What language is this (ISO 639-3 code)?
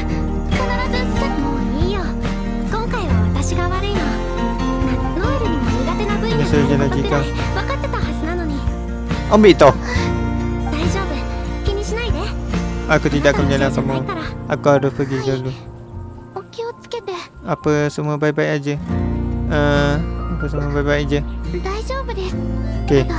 msa